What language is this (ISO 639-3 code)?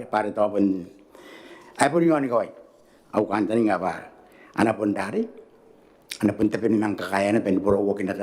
gil